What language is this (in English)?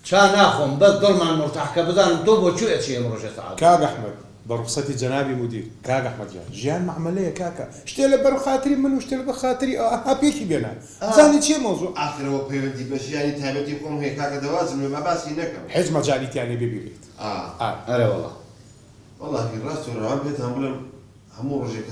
Central Kurdish